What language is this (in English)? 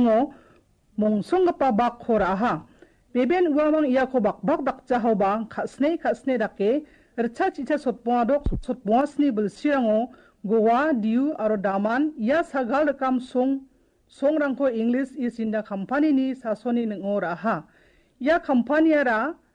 Garo